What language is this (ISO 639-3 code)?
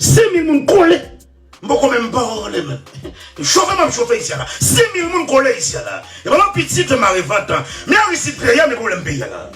hat